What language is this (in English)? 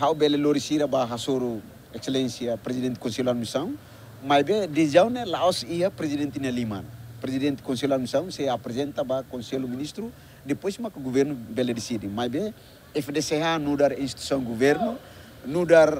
Tetum